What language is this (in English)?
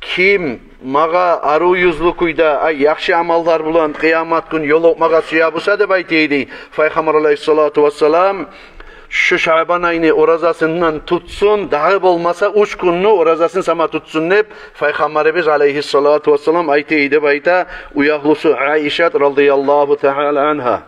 Kumyk